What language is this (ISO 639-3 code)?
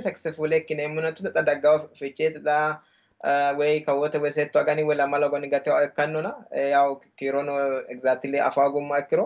sid